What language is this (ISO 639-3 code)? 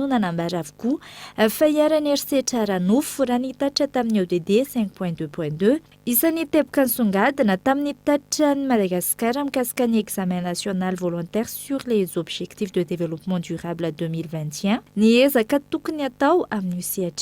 mlg